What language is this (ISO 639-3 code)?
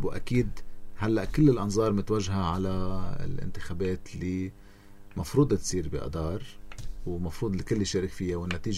apc